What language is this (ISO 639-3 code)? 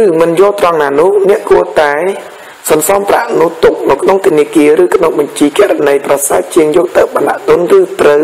khm